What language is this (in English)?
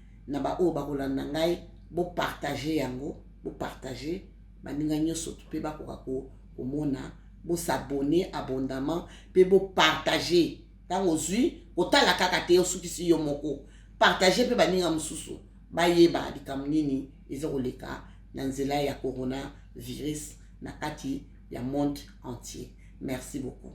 Lingala